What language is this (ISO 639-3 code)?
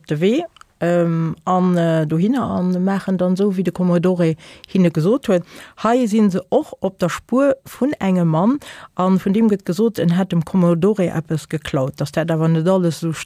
ltz